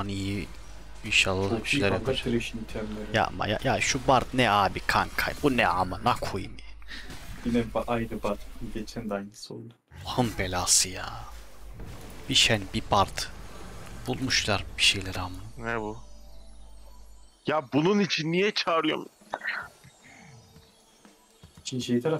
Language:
Turkish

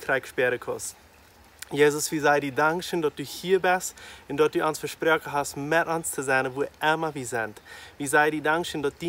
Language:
Plautdietsch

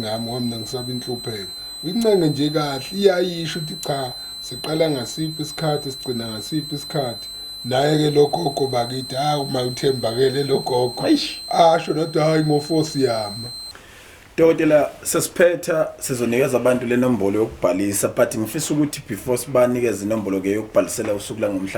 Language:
Zulu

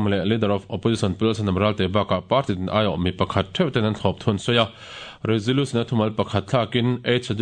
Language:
Mizo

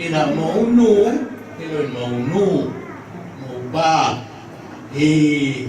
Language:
Tedim Chin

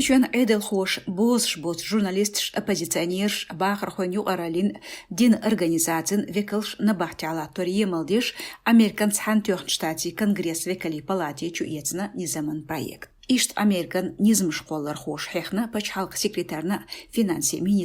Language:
Chechen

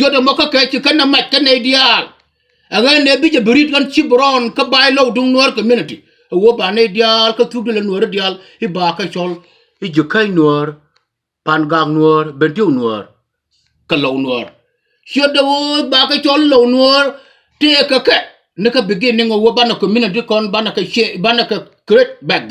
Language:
Nuer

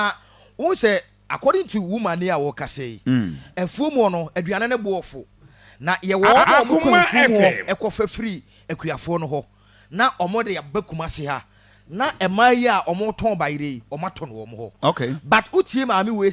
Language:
Akan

